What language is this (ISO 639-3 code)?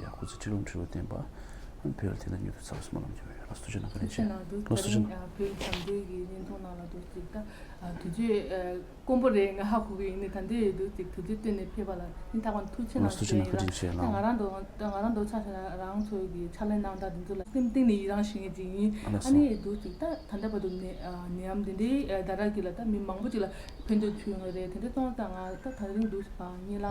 bod